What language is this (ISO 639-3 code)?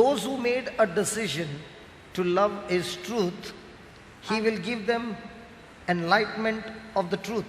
kok